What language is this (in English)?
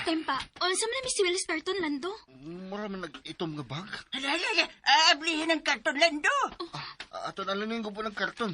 Cebuano